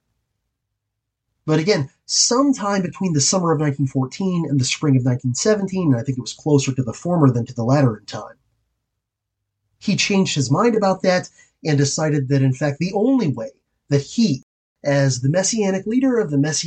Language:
English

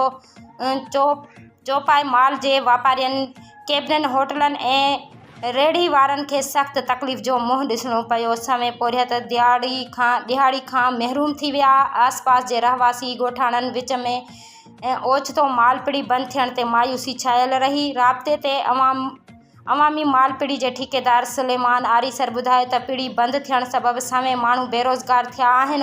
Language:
Sindhi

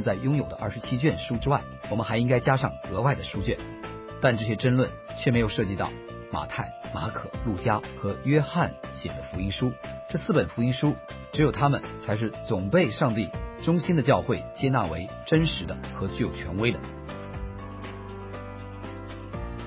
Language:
Chinese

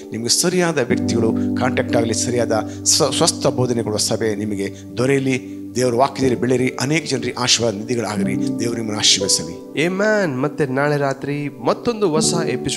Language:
Kannada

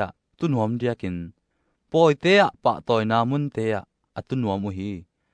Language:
Tedim Chin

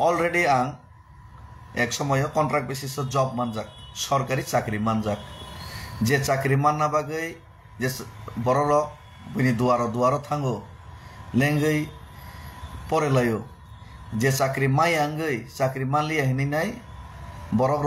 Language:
Kok Borok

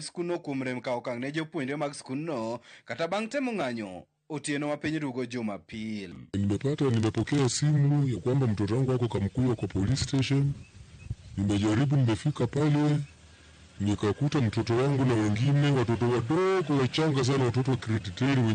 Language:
Luo (Kenya and Tanzania)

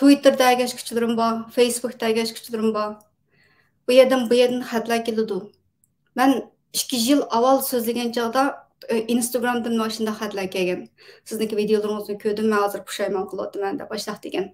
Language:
Uyghur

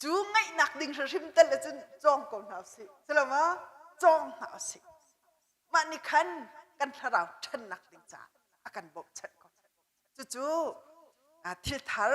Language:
Hakha Chin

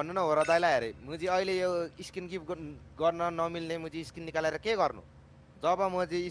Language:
Nepali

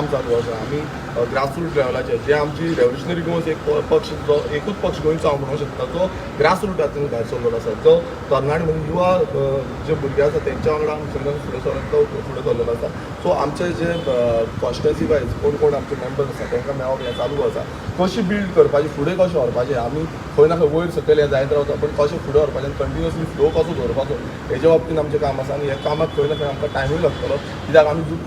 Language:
Konkani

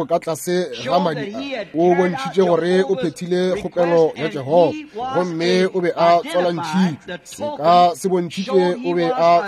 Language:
Northern Sotho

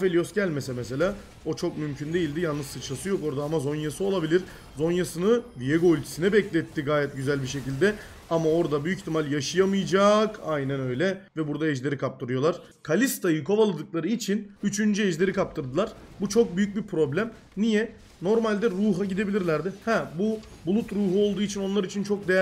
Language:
Turkish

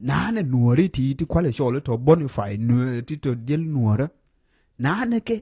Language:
Nuer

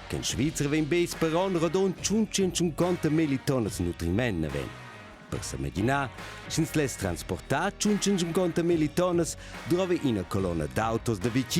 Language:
Romansh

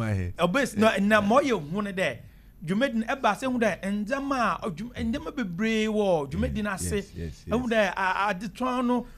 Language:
Akan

